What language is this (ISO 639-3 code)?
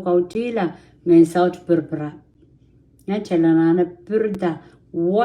pon